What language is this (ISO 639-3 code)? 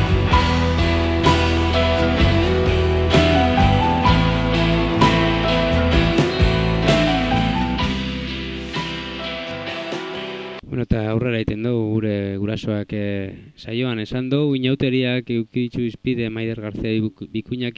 eus